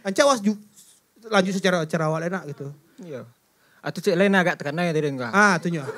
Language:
Minangkabau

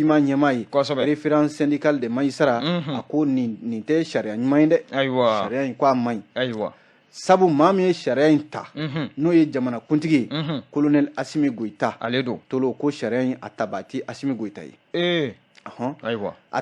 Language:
Bambara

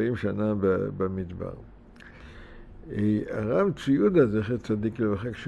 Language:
Hebrew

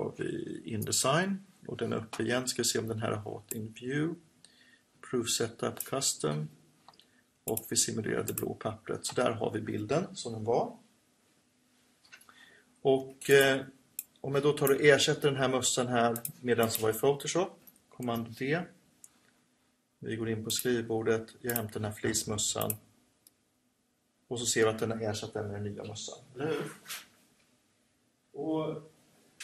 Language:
Swedish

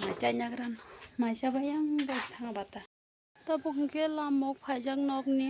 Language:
Kok Borok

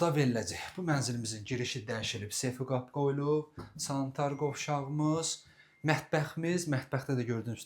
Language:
Azerbaijani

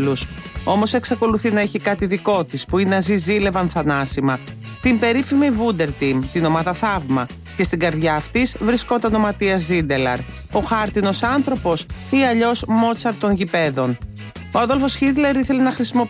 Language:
Greek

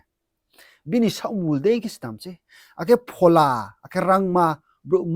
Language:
Riang (India)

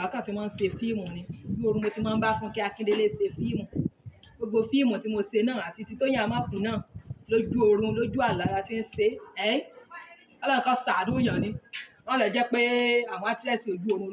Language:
Yoruba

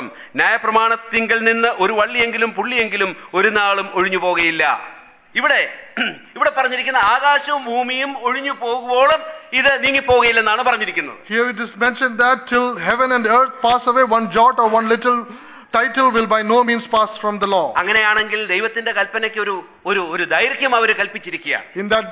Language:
Malayalam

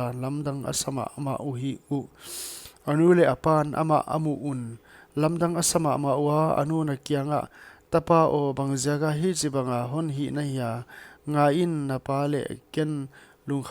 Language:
Paite Chin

